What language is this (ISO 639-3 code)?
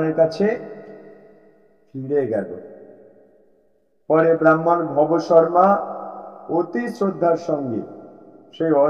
ben